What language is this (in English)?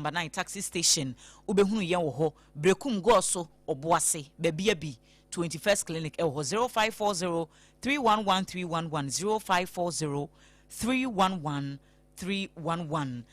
Akan